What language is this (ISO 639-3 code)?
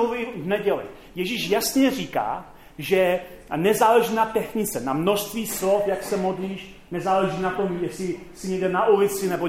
ces